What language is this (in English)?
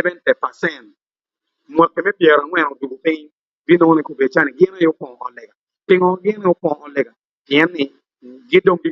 Acoli